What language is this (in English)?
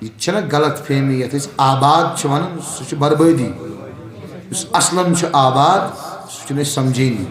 Kashmiri